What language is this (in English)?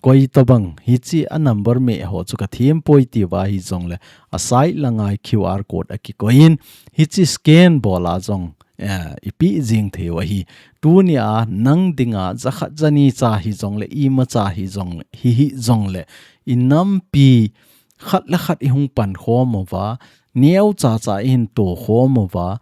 Thado Chin